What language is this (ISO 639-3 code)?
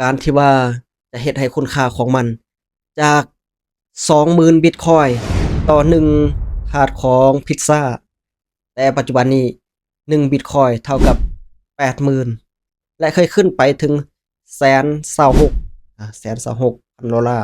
lao